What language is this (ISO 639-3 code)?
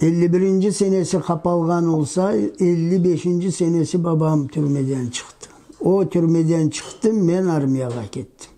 crh